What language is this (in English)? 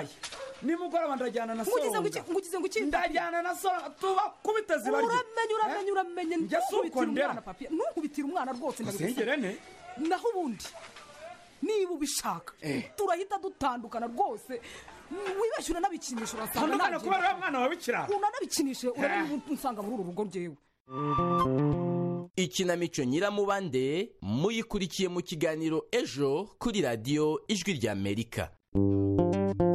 Kinyarwanda